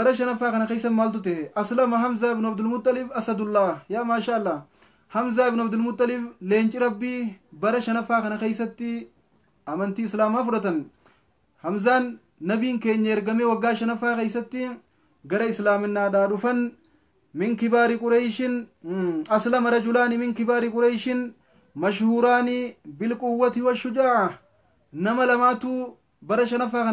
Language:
Oromo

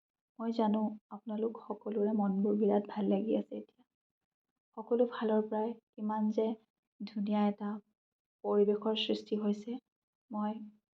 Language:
Assamese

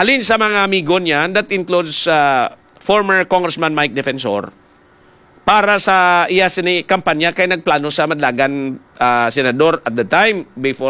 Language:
Hiligaynon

